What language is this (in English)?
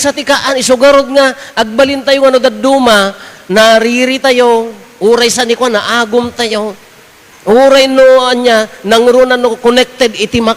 Iloko